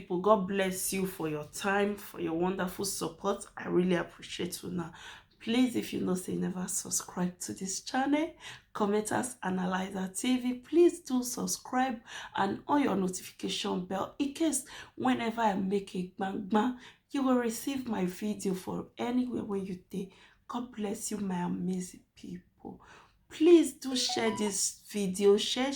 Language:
Nigerian Pidgin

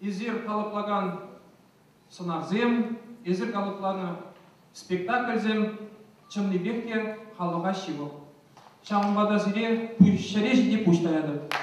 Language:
Chuvash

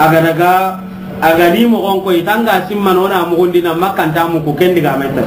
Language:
Soninke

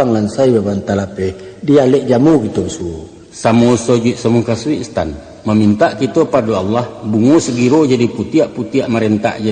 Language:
Minangkabau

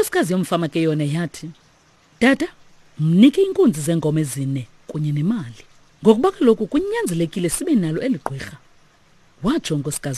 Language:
Xhosa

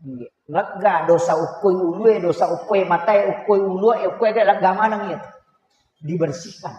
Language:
Buginese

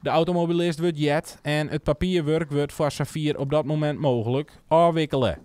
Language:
Western Frisian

